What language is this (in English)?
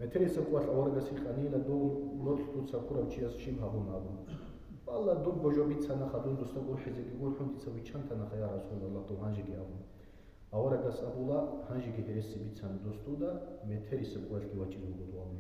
Avaric